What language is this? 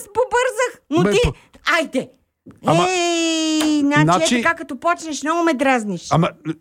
Bulgarian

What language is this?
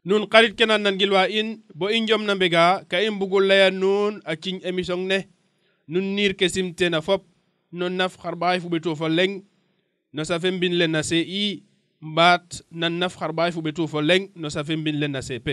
Serer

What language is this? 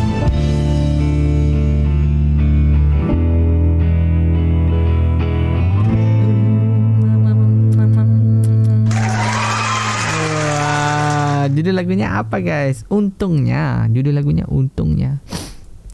Malay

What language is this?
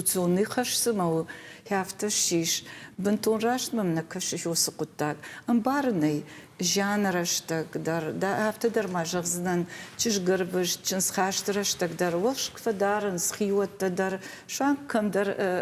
Ossetic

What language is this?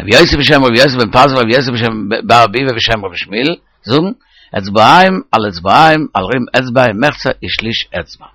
Yiddish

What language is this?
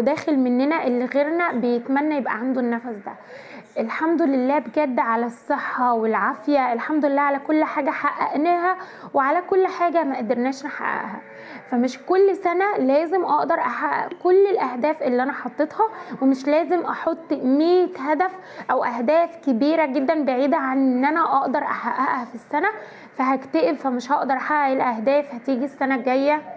Egyptian Arabic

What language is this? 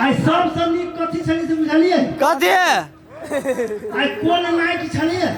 Maithili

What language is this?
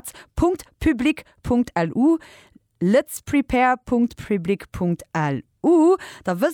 Luxembourgish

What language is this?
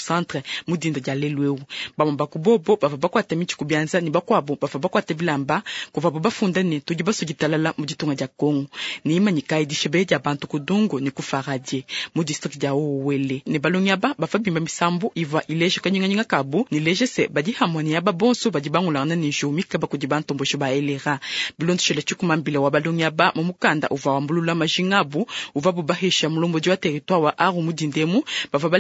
Luba-Lulua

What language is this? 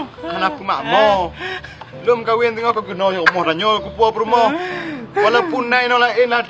Achinese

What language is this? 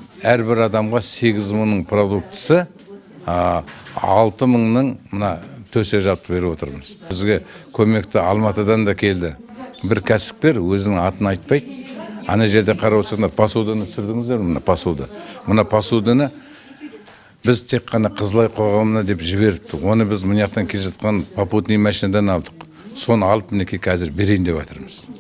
Kazakh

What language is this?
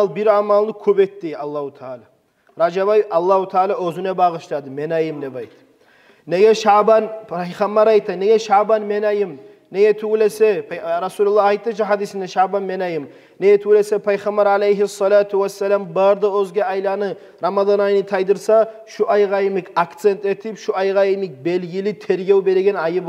Kumyk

